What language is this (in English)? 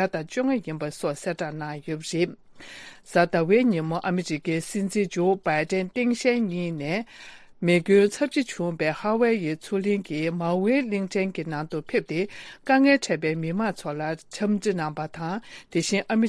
Tibetan